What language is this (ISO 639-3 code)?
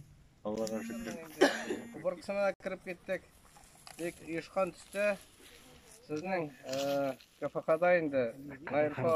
tat